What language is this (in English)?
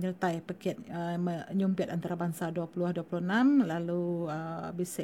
Iban